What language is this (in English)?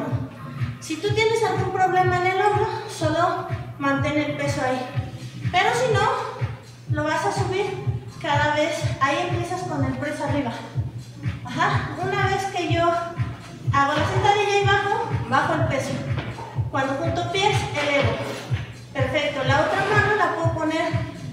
Spanish